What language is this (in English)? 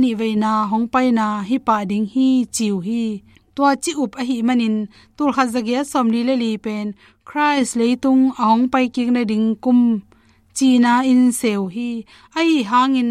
Tedim Chin